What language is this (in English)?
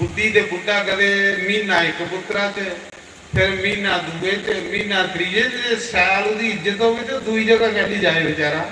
Dogri